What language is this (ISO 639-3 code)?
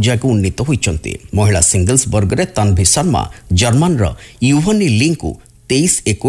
ori